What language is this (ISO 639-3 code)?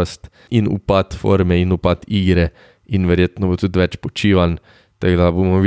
slv